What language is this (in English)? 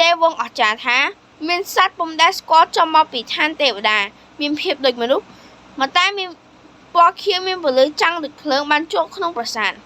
Khmer